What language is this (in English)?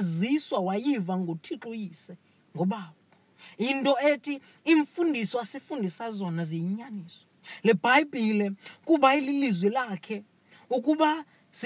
Xhosa